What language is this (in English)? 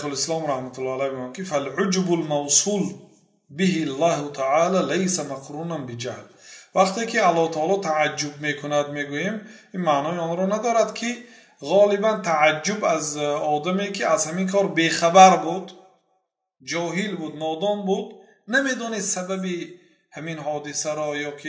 Persian